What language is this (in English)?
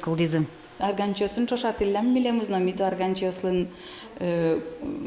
Udmurt